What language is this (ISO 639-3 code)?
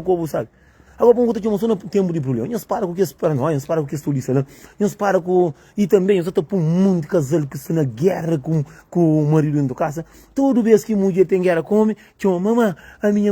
kea